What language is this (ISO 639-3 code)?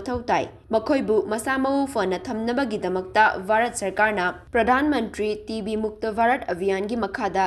mni